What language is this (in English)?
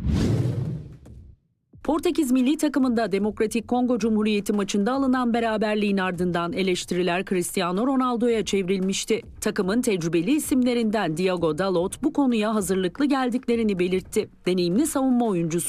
Turkish